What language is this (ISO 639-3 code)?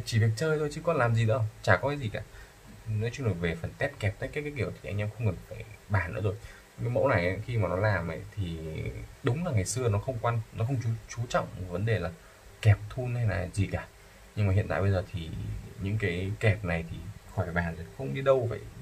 vie